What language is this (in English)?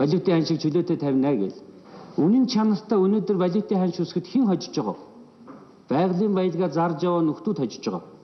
Mongolian